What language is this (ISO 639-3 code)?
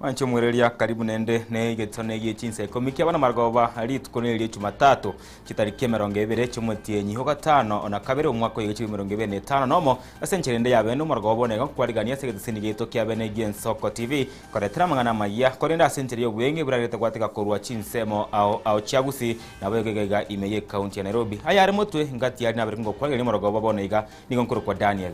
guz